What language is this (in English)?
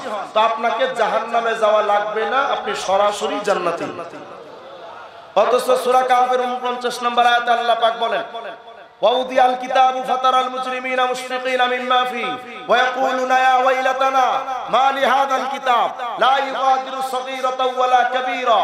Bangla